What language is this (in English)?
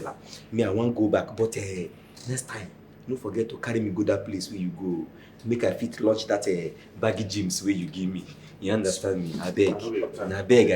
Nigerian Pidgin